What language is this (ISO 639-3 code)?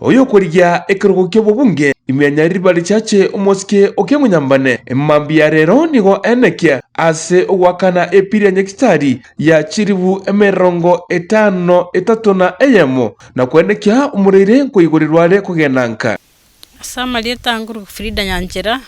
guz